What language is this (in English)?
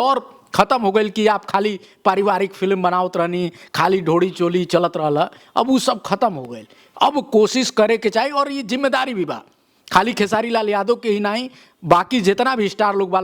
Bhojpuri